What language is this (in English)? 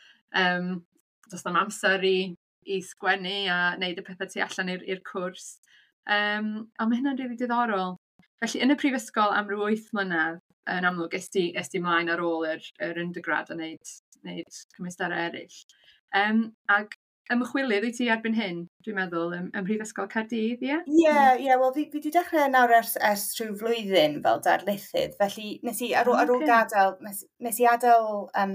Welsh